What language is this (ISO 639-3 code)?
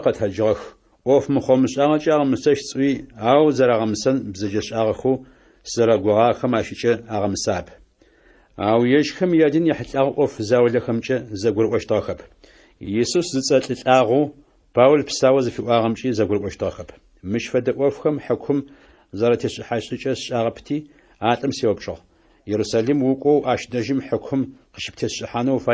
ady